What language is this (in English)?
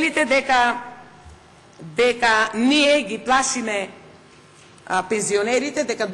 Macedonian